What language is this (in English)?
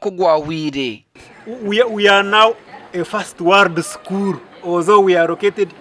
Nyankole